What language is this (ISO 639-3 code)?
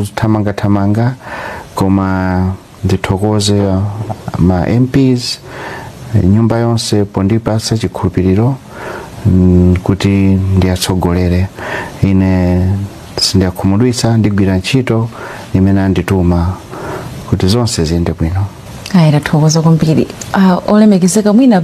nya